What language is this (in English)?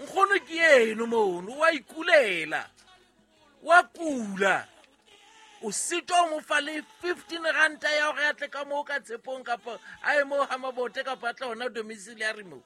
Southern Sotho